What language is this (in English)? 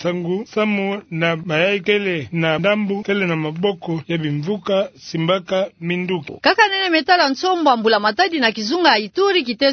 Kituba (Democratic Republic of Congo)